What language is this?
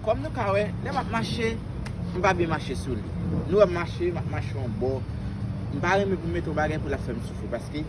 Haitian Creole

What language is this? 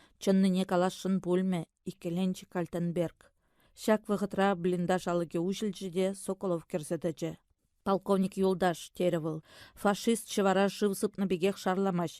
Chuvash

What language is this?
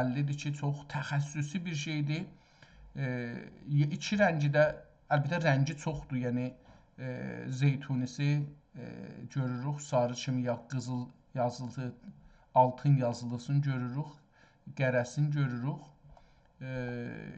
South Azerbaijani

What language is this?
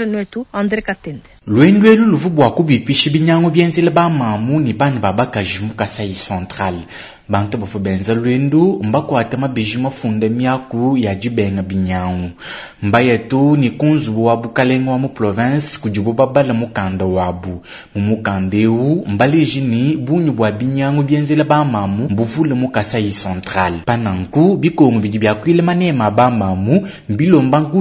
Luba-Lulua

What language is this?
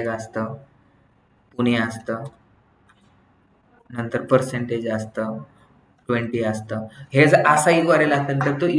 Marathi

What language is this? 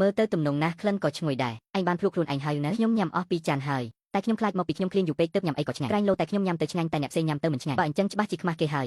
Khmer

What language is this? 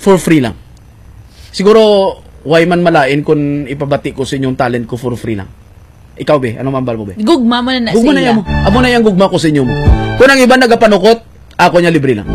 Hiligaynon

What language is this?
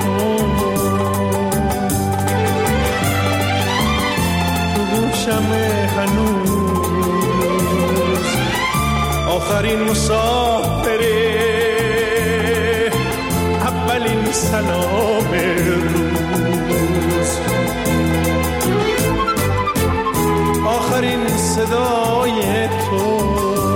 Persian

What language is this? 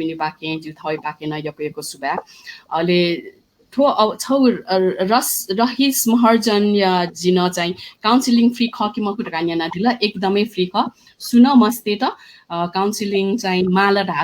Newari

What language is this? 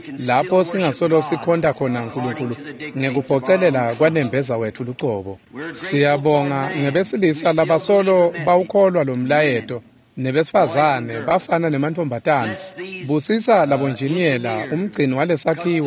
Swati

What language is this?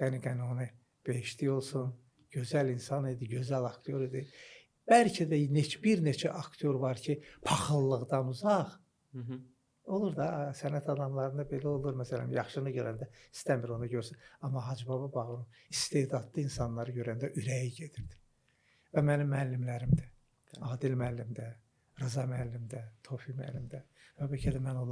Azerbaijani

